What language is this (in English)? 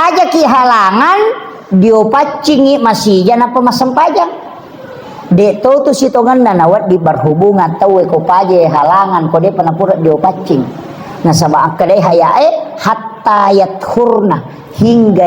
Buginese